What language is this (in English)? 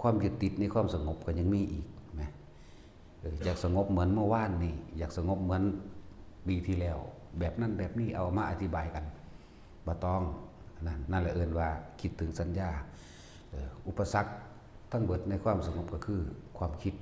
Northeastern Thai